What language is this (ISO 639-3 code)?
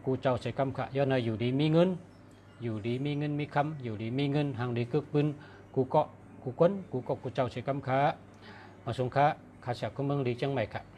shn